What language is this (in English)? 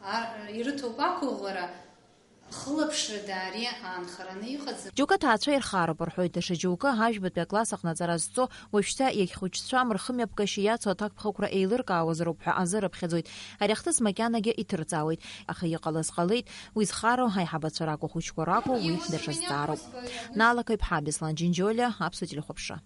Abkhazian